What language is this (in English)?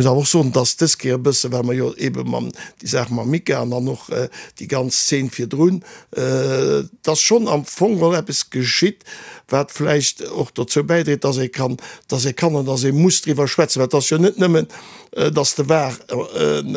Luxembourgish